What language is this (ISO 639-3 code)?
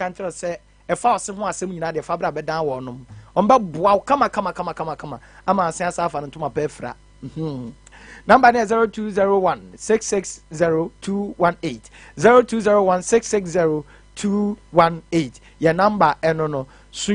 aka